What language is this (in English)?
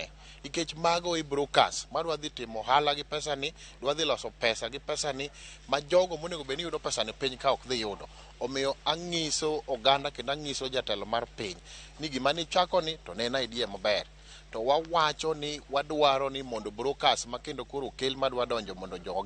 Luo (Kenya and Tanzania)